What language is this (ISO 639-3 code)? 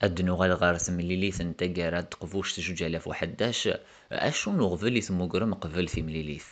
kab